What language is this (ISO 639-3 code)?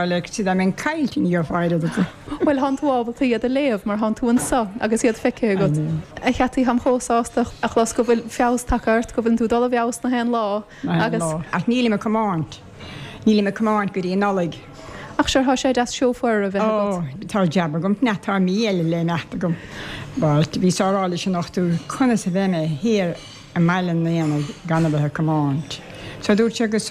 gle